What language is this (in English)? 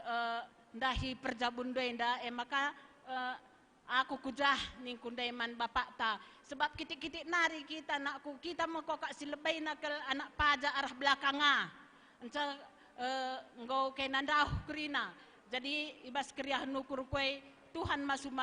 Batak Karo